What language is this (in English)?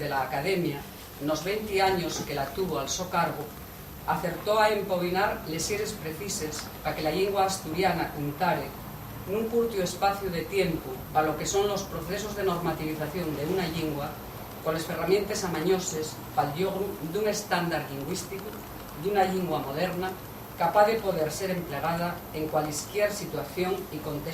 Asturian